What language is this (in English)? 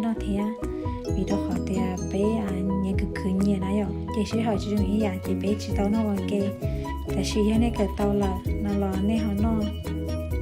Hmong